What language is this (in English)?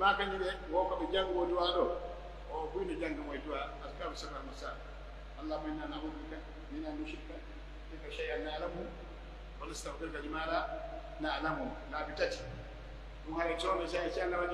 Pular